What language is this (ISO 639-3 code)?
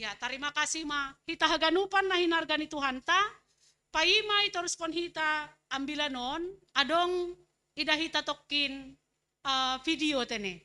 bts